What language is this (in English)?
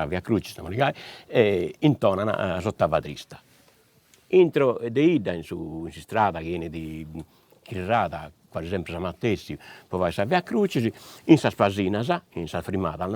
Sardinian